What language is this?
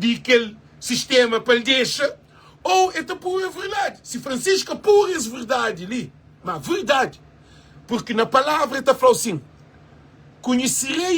Kabuverdianu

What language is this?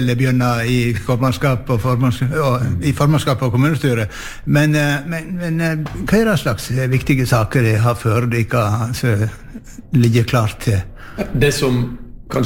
Norwegian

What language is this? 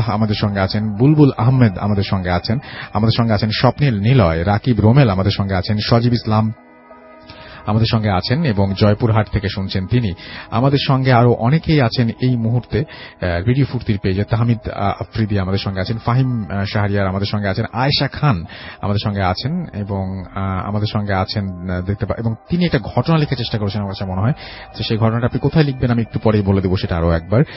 Bangla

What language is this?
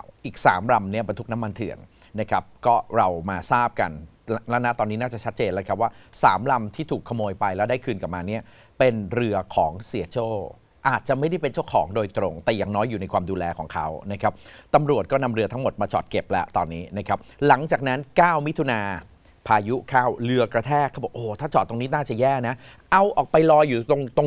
Thai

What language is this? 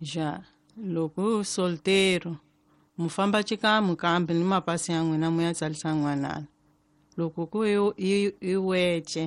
Tsonga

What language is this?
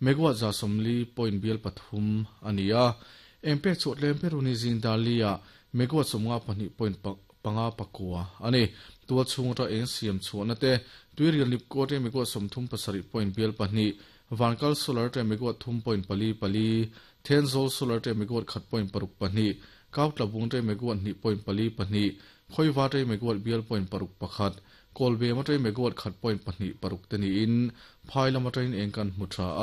Mizo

